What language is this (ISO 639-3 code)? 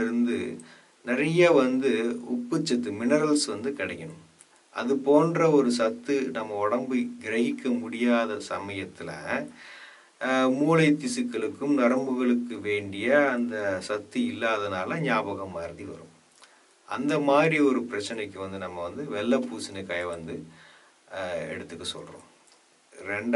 tam